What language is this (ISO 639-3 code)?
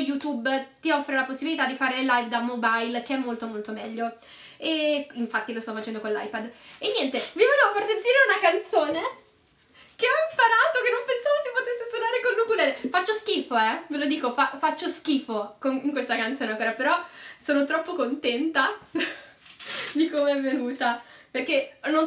ita